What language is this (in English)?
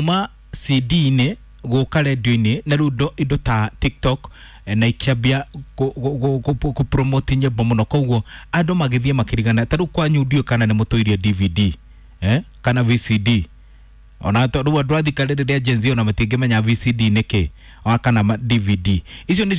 Kikuyu